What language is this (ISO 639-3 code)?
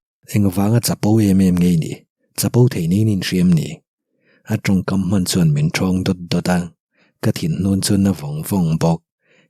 lus